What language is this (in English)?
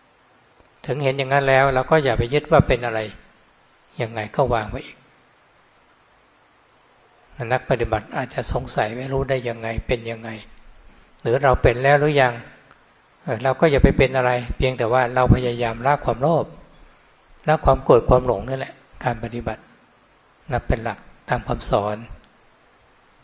Thai